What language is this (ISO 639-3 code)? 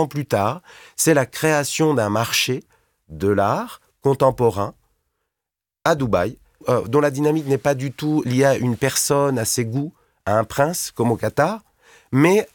fra